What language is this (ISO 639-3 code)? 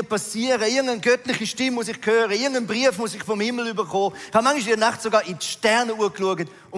gsw